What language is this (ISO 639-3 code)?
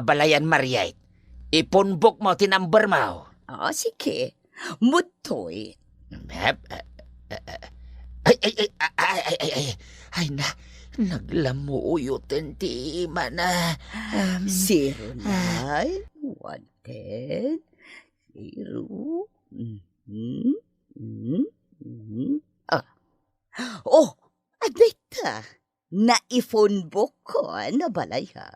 ilo